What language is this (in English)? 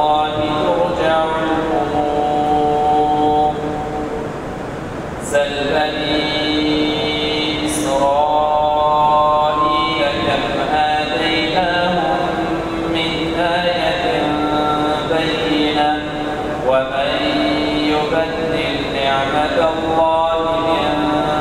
Arabic